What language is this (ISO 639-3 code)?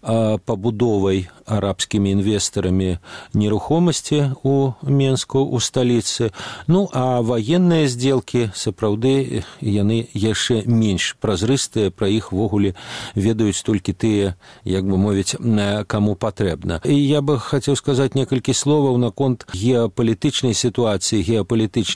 bel